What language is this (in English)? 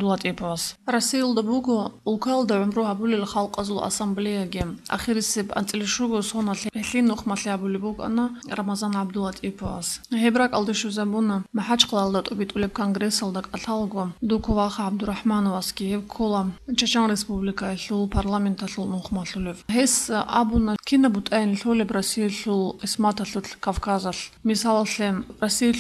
Avaric